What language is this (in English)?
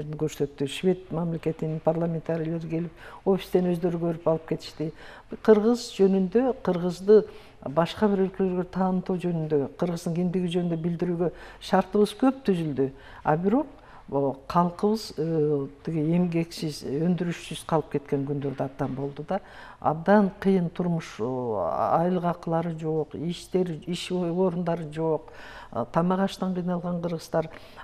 Kyrgyz